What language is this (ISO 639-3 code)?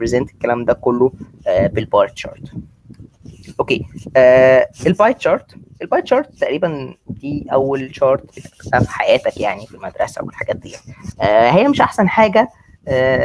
arz